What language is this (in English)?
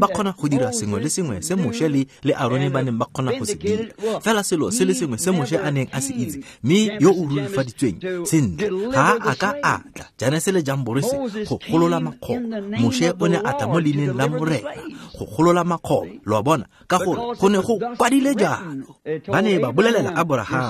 Tswana